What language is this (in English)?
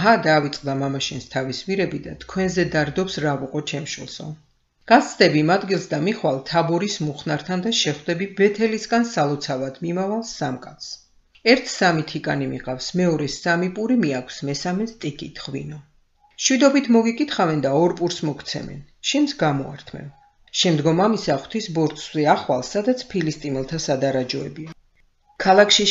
Georgian